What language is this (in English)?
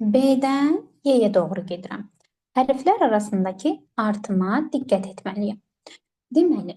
Azerbaijani